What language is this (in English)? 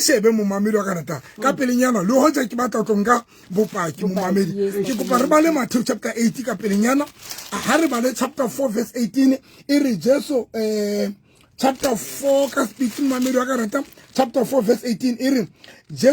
Southern Sotho